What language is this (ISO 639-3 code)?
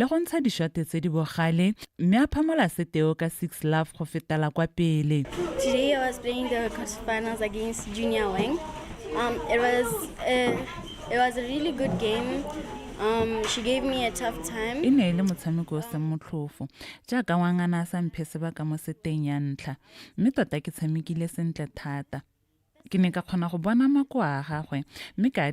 tsn